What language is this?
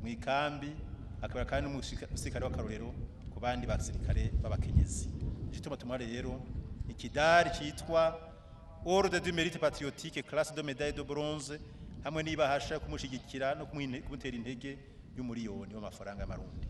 Rundi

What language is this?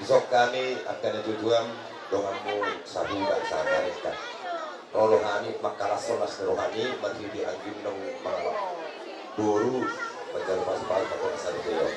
Batak Toba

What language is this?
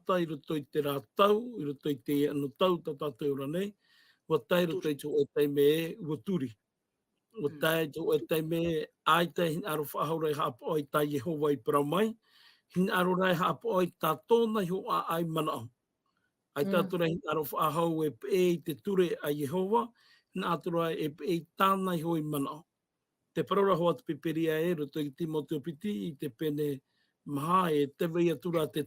Tahitian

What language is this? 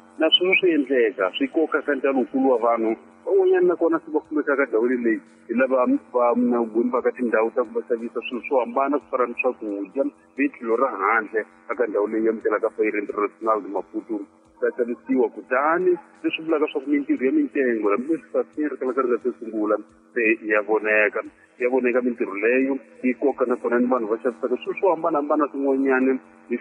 Tsonga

